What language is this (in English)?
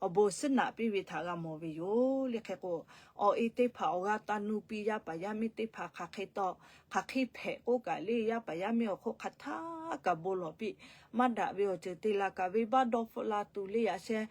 Lahu